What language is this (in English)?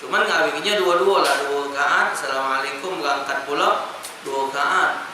Musi